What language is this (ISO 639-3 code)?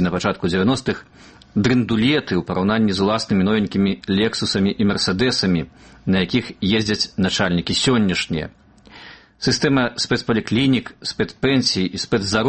bel